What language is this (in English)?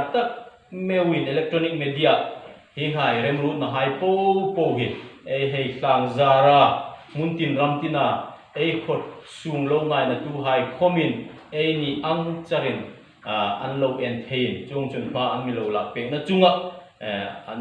Hmar